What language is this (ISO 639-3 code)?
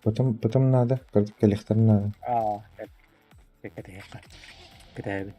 sah